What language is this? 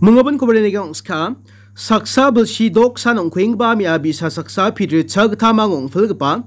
Garo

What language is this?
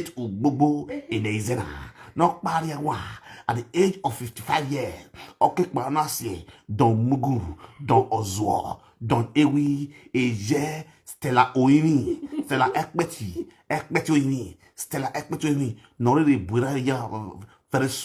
Nigerian Pidgin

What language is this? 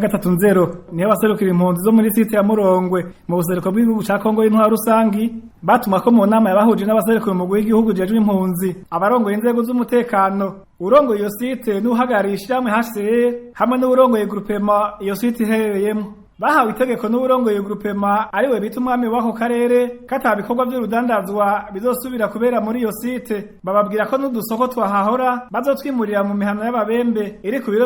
Rundi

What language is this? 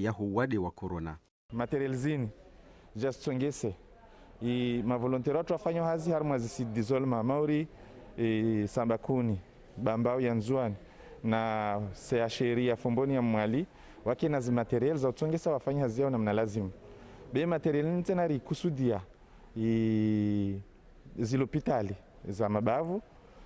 Ngazidja Comorian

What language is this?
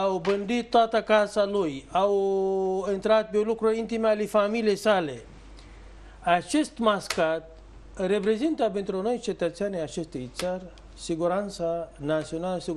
Romanian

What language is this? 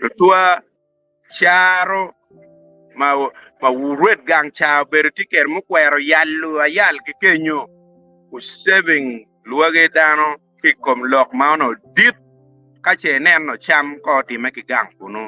Acoli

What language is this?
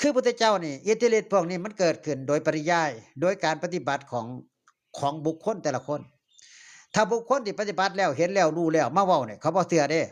Northeastern Thai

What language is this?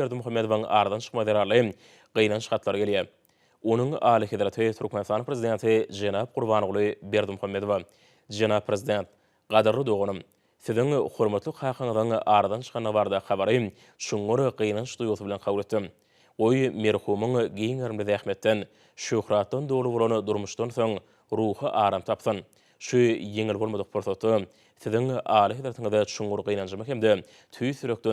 Turkmen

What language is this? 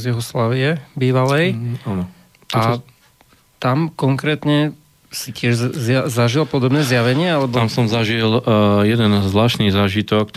Slovak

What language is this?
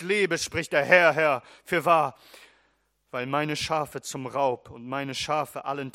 German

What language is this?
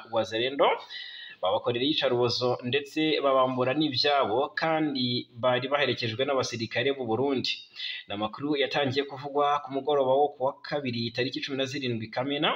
Kinyarwanda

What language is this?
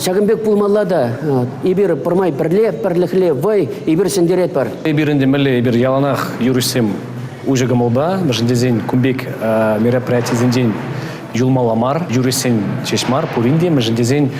Chuvash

